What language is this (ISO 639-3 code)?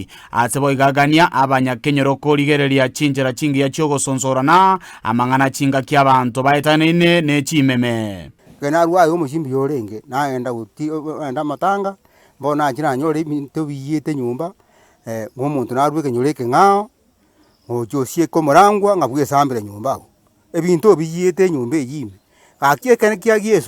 guz